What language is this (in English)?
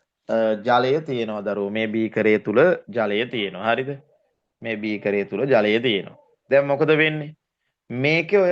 Sinhala